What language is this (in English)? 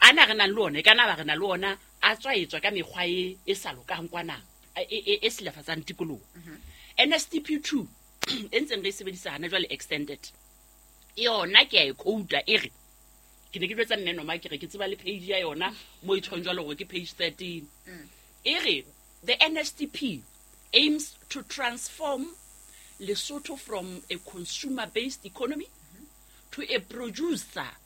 Southern Sotho